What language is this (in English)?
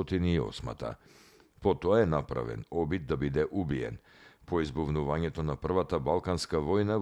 Macedonian